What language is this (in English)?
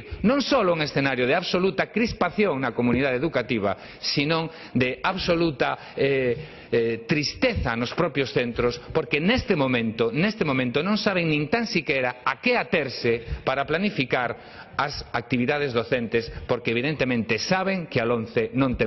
Galician